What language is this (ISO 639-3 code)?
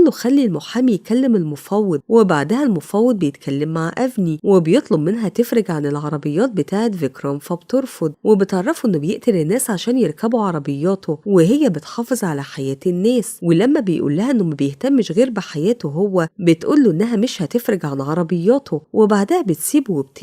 arz